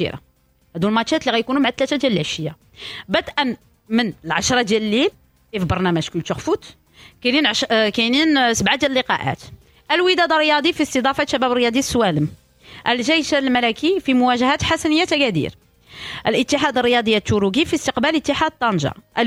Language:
Moroccan Arabic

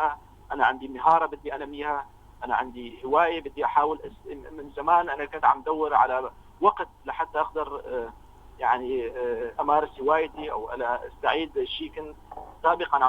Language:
North Levantine Arabic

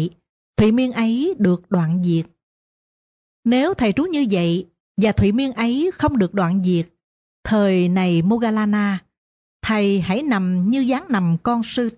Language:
Vietnamese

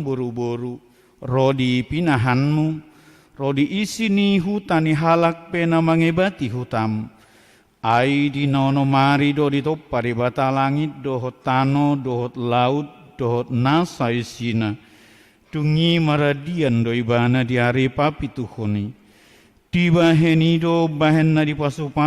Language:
Batak Toba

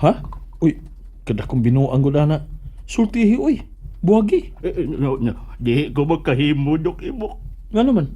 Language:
Cebuano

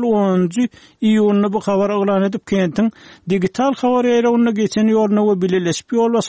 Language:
Turkmen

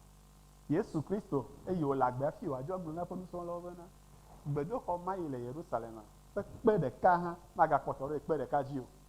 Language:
Ewe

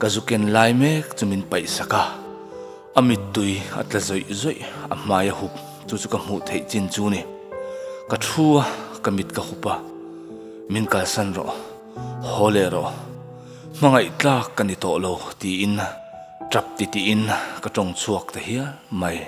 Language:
Mizo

